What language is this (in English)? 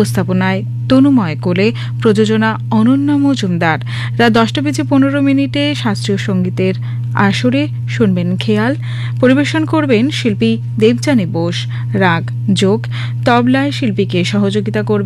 Bangla